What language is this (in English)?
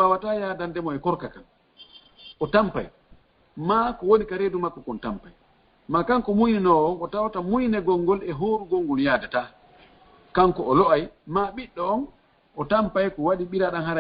Fula